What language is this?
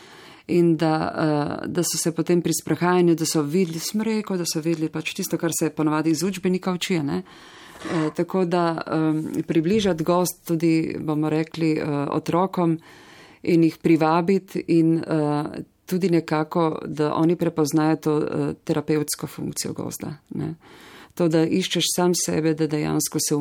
Slovenian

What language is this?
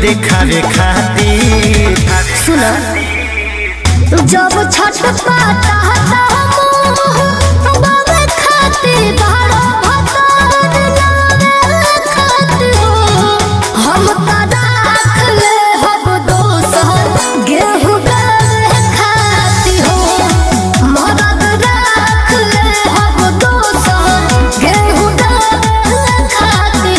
Bhojpuri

